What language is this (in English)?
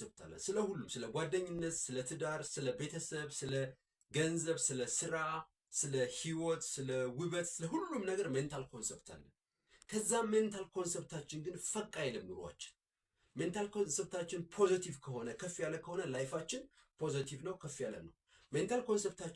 Amharic